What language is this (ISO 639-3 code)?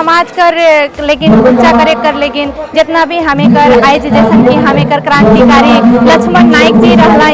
sck